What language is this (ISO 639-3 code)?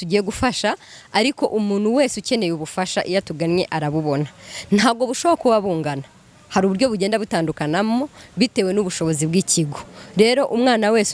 kin